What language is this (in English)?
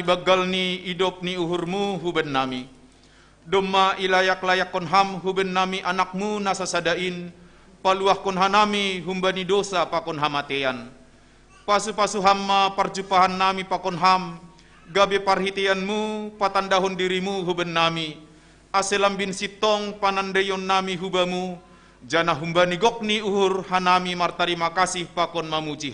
Batak Simalungun